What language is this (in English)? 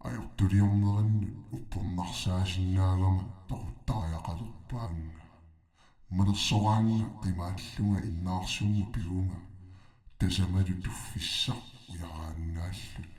Kalaallisut